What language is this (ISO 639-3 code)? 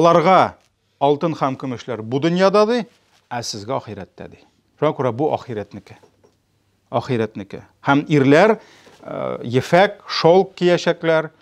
tat